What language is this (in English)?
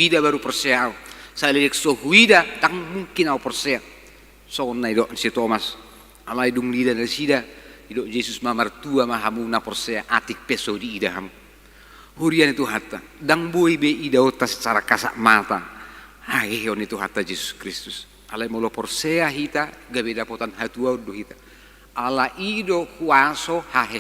Batak Toba